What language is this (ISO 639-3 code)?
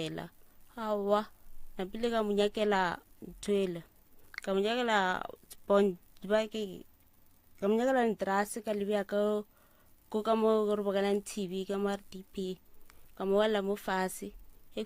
nso